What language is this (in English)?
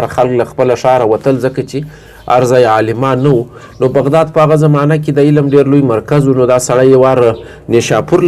Pashto